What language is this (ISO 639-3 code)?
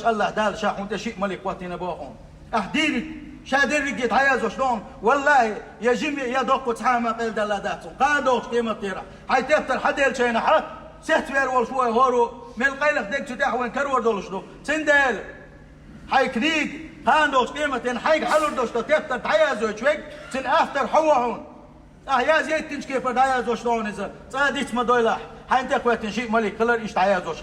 che